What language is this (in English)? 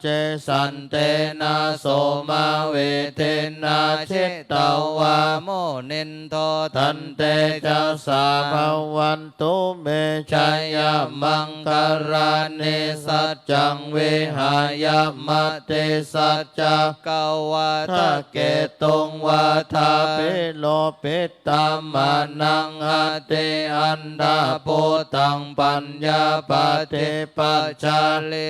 Pali